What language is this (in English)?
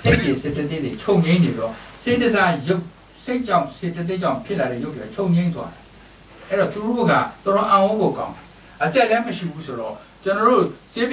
Burmese